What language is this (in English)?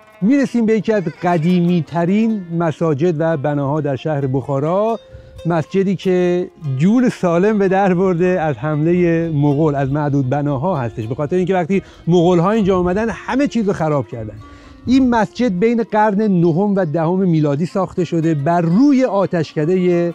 Persian